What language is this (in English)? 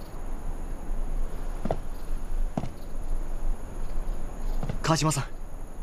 Japanese